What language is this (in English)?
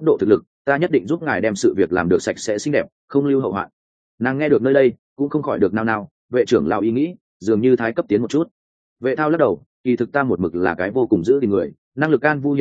Vietnamese